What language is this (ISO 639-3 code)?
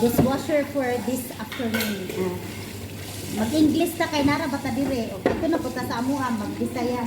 ceb